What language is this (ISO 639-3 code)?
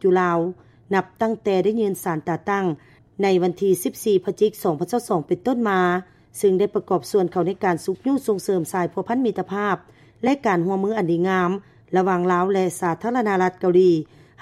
lao